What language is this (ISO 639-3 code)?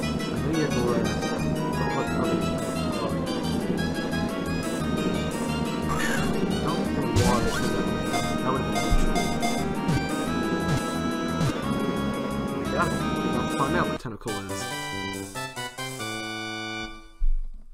eng